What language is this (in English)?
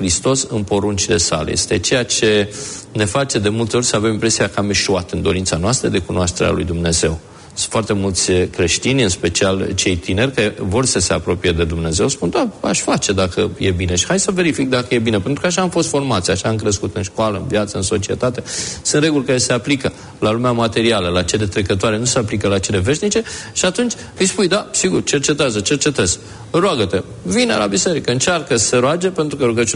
Romanian